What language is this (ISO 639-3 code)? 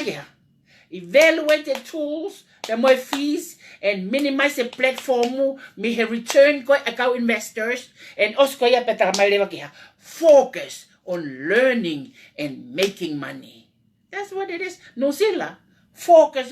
ton